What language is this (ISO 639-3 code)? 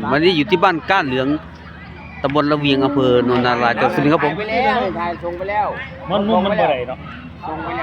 tts